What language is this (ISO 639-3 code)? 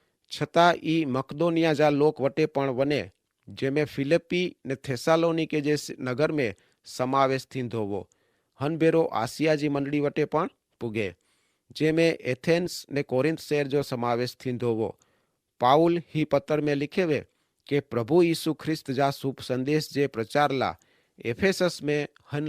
kfr